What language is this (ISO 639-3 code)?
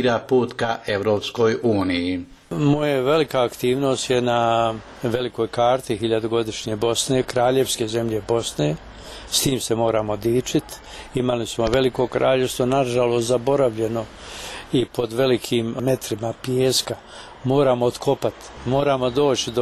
bos